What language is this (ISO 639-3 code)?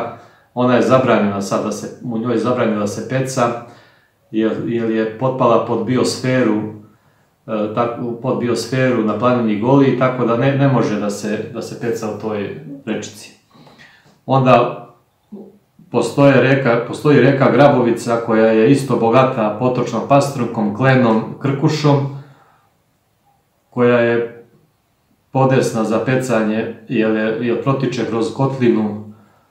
srp